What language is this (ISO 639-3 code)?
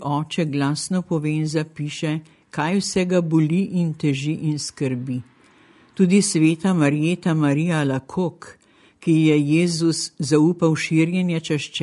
slv